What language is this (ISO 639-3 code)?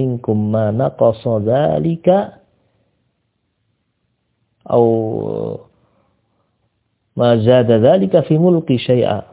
ind